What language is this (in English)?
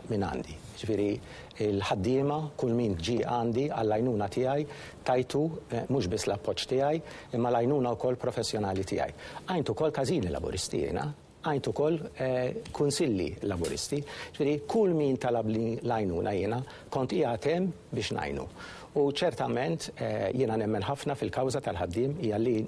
Maltese